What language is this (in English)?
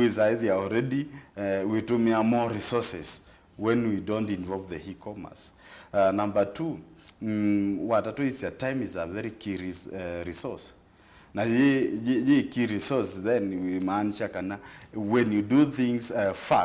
Kamba